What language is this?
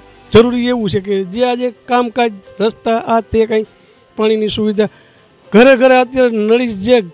Gujarati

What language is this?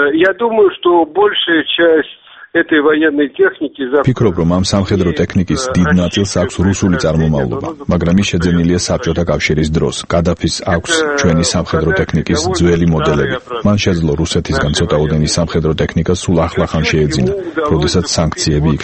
Georgian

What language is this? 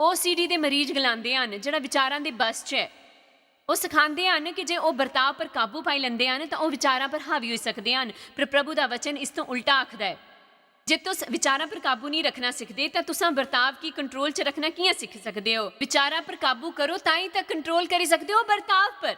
Dogri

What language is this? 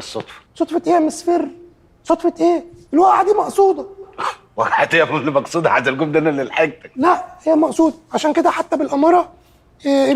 Egyptian Arabic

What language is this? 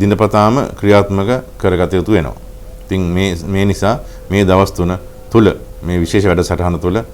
Sinhala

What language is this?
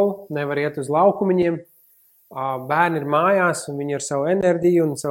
Latvian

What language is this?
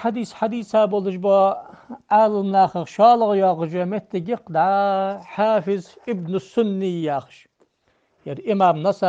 Ingush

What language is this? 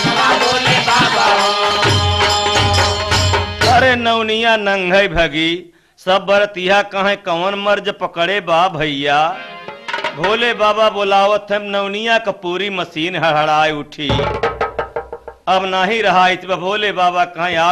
Bhojpuri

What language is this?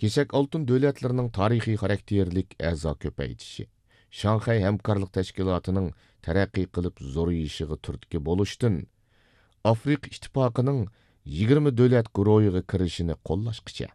Uyghur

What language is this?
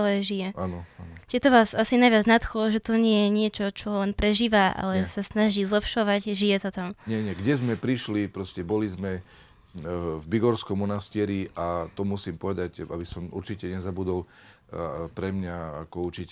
Slovak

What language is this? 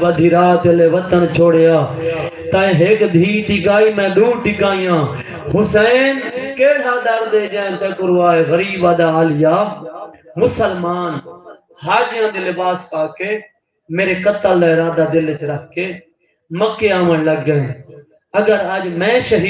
Saraiki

